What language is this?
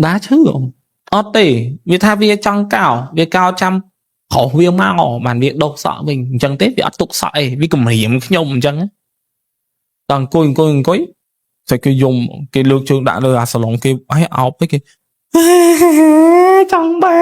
Khmer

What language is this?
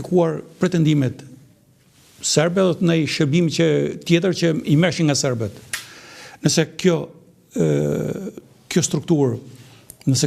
Albanian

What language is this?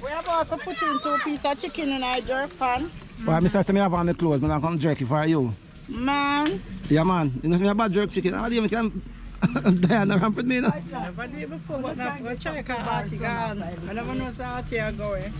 Jamaican Creole English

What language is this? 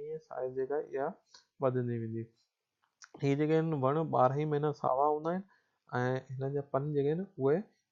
Sindhi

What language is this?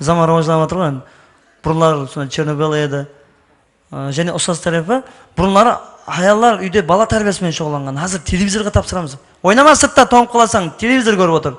Kara-Kalpak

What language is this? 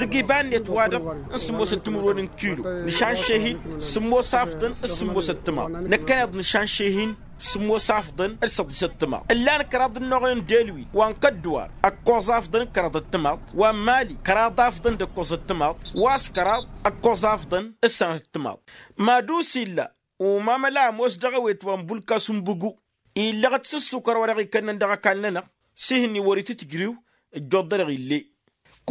Tamasheq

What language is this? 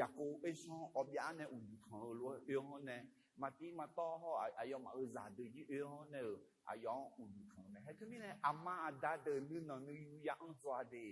Akha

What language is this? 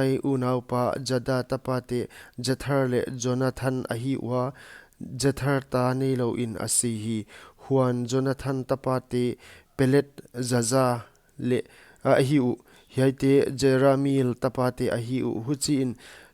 Paite Chin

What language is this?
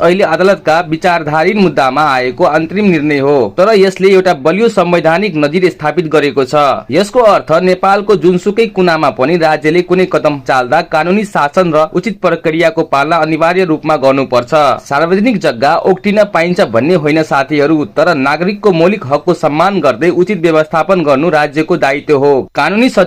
Nepali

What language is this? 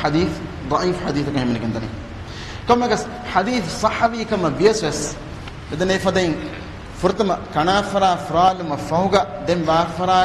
Divehi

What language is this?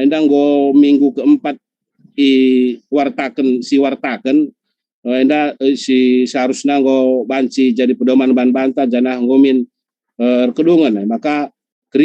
Batak Karo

